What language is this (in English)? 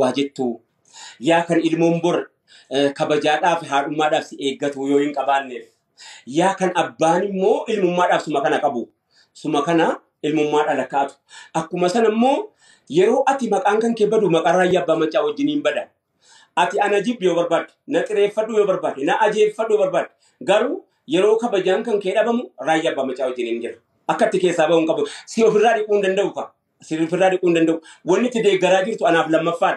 Oromo